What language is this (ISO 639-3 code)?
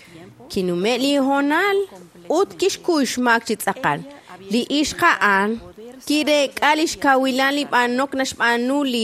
kek